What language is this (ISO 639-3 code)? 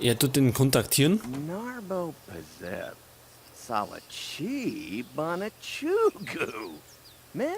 bar